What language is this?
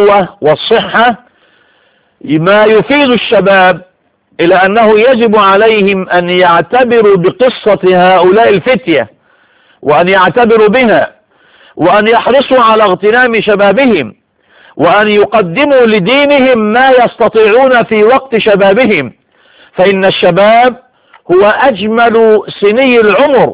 Arabic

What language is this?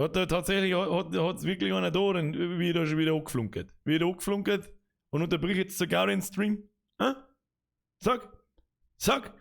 Bavarian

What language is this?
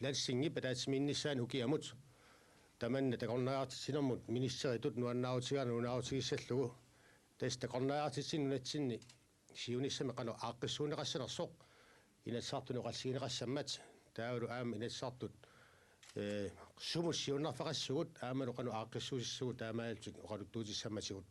Kalaallisut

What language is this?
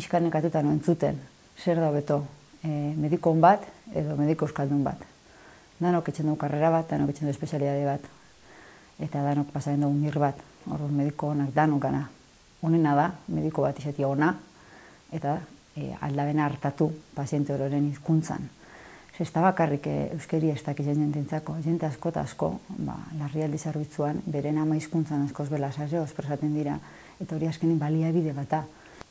Basque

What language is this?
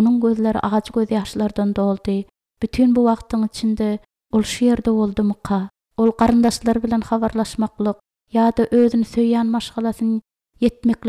Turkmen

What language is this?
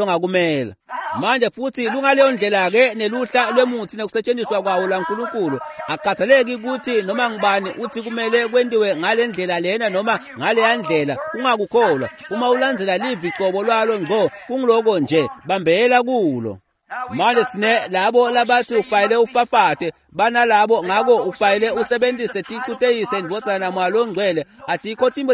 Swati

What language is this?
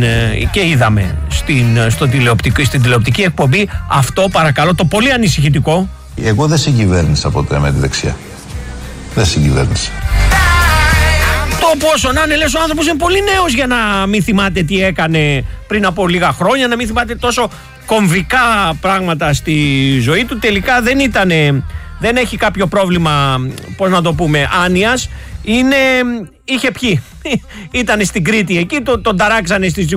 Greek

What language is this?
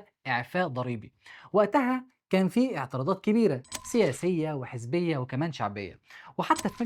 Egyptian Arabic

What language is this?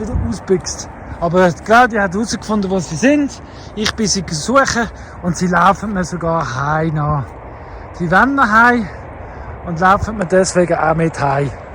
Swiss German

